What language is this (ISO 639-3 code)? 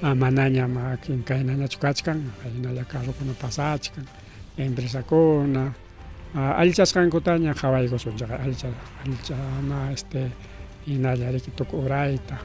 quy